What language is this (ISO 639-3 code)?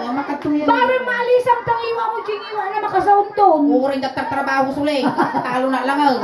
ilo